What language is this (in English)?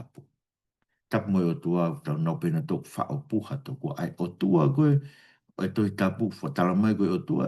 Tongan